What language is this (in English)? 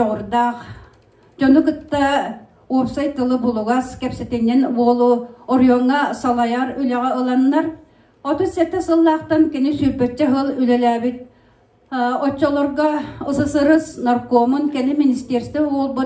Yakut